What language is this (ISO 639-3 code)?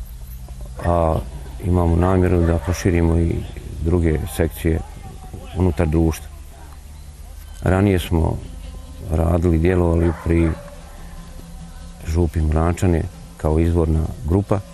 bos